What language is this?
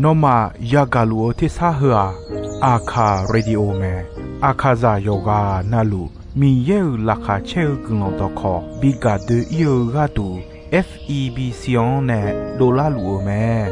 Akha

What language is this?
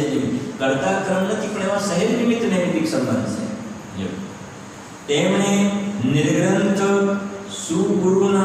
Gujarati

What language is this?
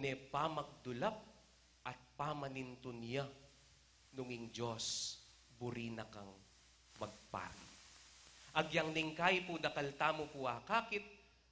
Pampanga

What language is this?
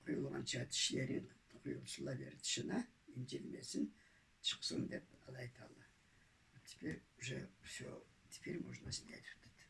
Karachay-Balkar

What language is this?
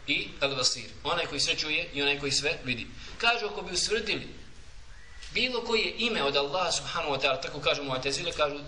Bosnian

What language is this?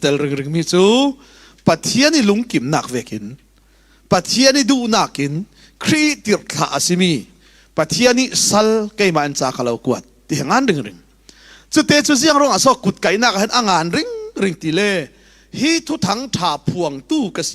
Falam Chin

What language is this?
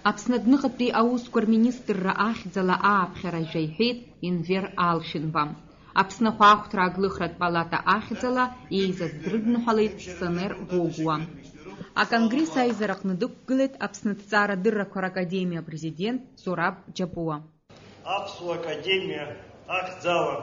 Abkhazian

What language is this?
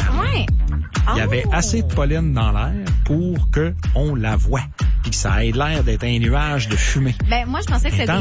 French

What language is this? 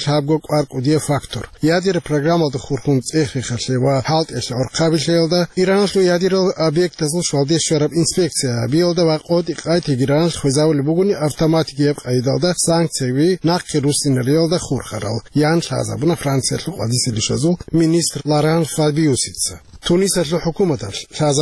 Avaric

